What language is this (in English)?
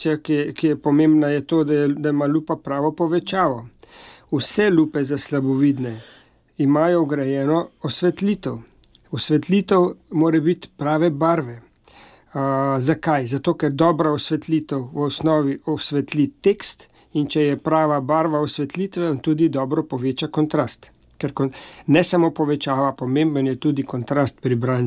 Slovenian